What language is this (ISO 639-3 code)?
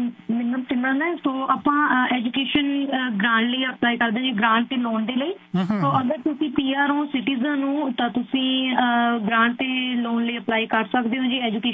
pan